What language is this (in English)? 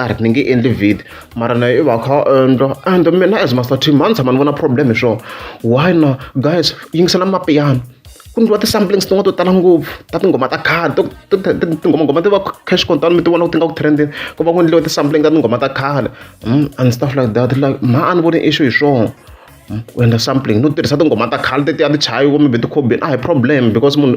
Tsonga